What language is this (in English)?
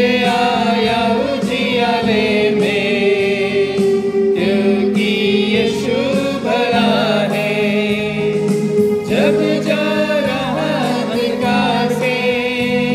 Marathi